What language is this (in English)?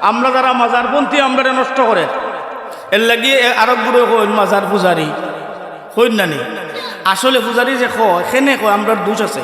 Sylheti